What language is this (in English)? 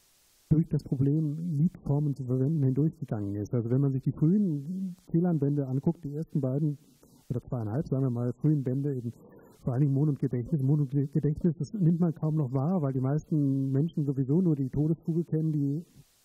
German